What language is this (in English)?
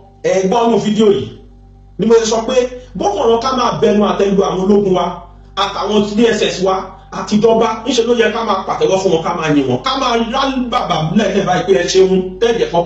Yoruba